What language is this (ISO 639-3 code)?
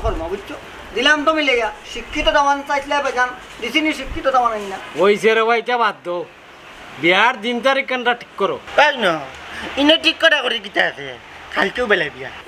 syl